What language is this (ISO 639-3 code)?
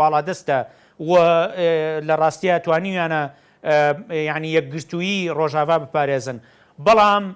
ckb